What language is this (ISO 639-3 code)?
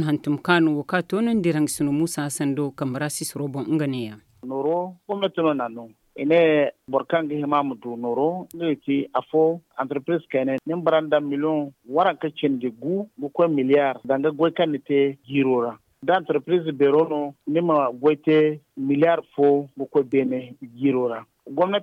dje